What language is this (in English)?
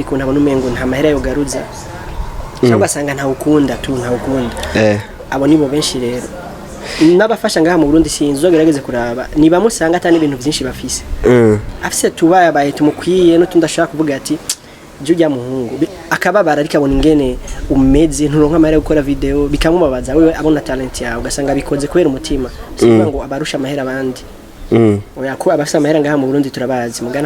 Rundi